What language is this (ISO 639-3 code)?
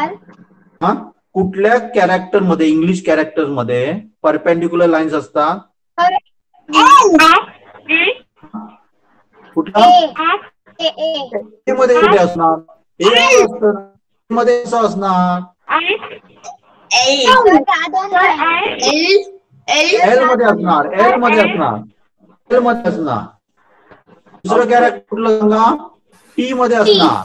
mar